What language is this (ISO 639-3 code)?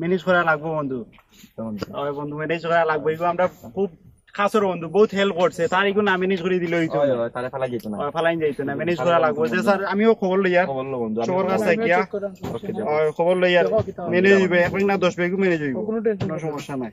syl